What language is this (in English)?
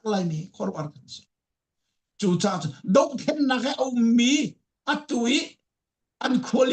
Falam Chin